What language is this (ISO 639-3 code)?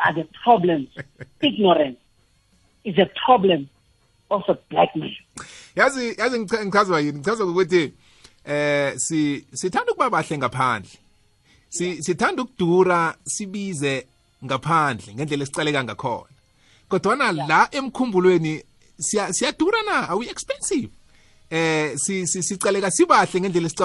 nbl